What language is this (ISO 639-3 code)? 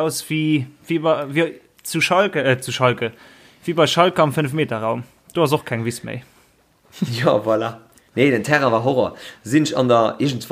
ltz